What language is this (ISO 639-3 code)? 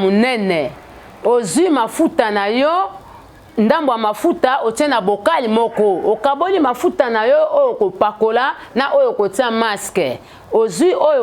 lin